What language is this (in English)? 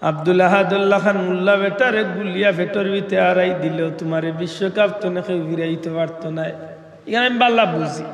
Sylheti